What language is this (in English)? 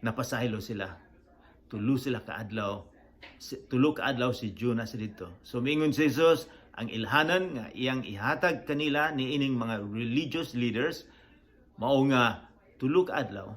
Cebuano